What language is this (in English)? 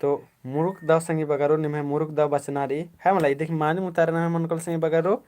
Kurukh